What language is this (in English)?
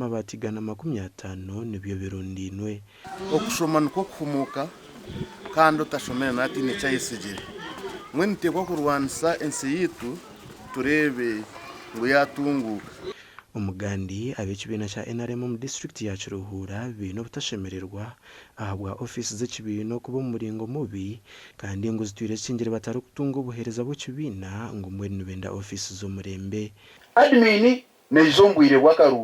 Nyankole